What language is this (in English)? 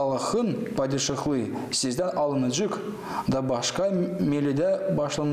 Gagauz